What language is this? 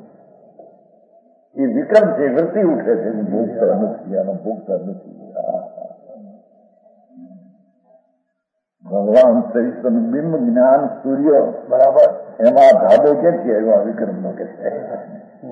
Gujarati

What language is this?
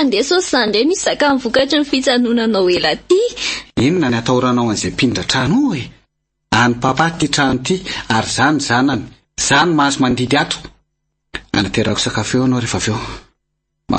Malagasy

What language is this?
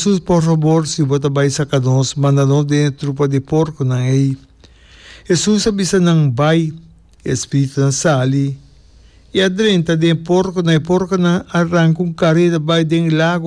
Papiamento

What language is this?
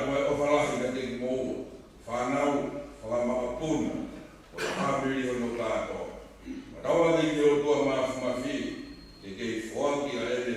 Tongan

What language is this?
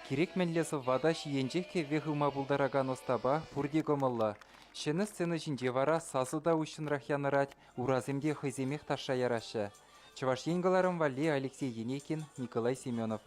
Chuvash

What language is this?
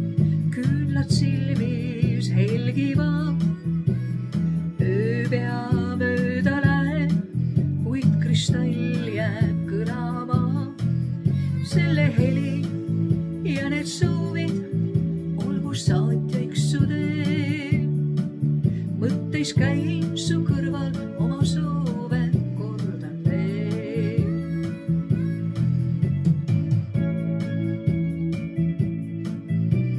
Estonian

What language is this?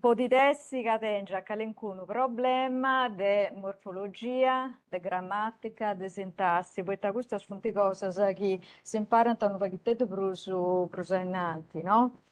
Sardinian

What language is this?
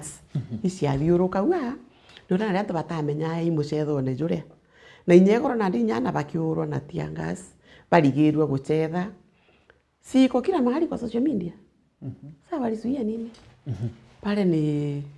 Meru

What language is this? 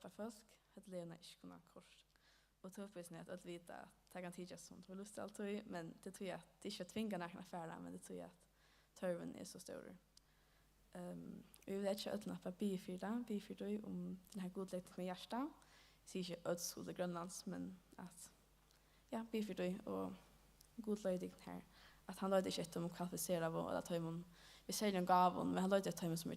Faroese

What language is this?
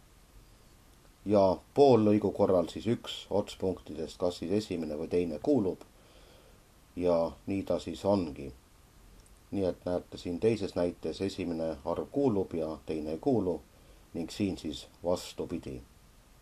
Estonian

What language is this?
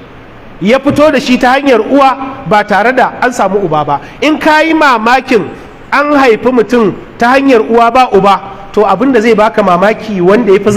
Hausa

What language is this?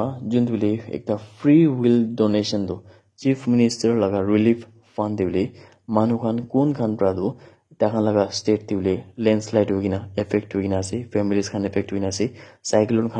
Naga Pidgin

